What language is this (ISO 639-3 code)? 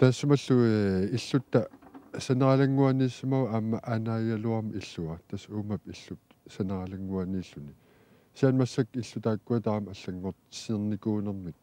kal